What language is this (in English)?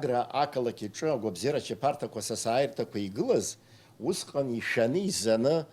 Abkhazian